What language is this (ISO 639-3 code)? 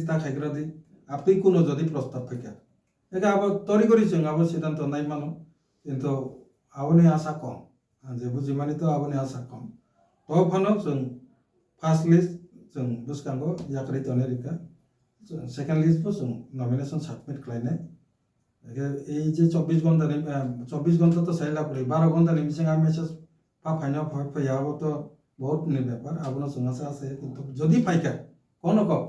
trp